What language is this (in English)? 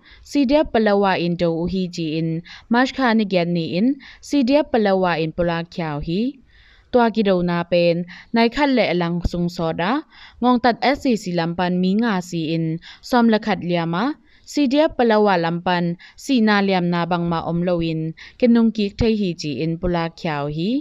Tedim Chin